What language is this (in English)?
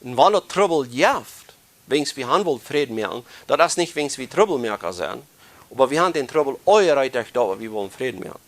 Plautdietsch